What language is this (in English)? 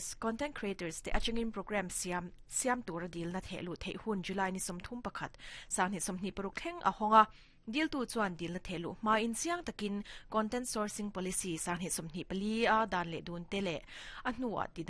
Mizo